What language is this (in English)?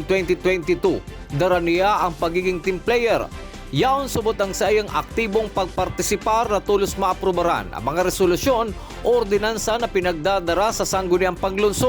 Bikol